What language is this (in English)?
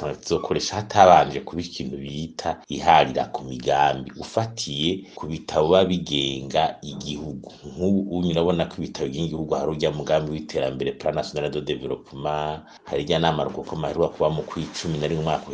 Rundi